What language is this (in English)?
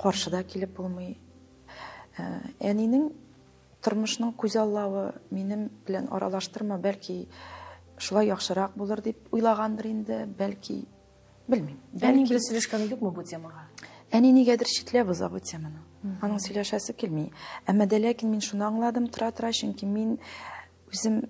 Tatar